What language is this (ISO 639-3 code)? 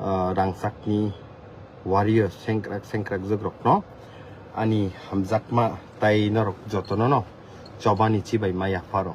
trp